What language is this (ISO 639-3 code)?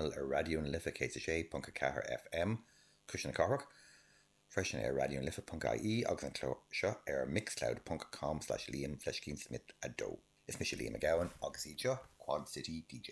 gle